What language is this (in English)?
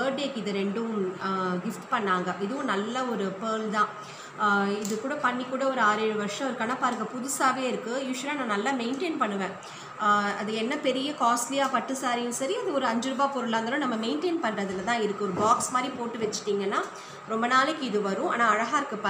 Tamil